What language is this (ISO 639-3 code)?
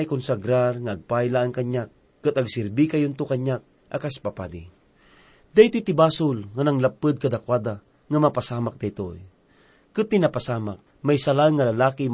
ilo